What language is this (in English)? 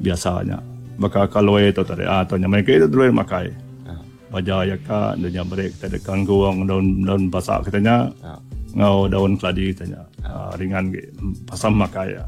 Iban